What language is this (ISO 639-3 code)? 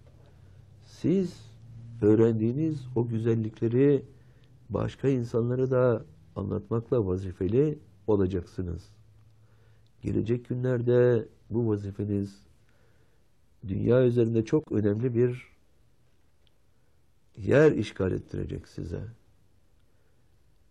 tur